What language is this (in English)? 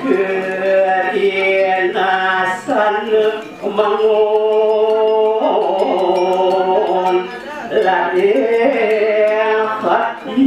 Balinese